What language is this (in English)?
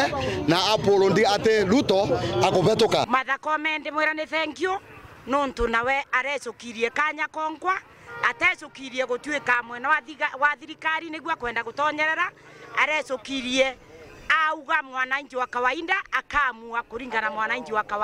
Meru